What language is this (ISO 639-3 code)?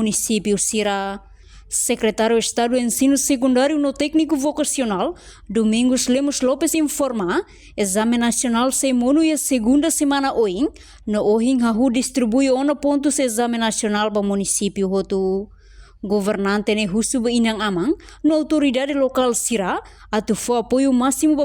tet